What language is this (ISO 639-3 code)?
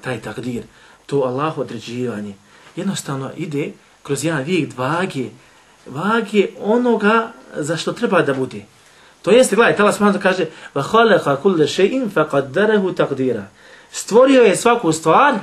bos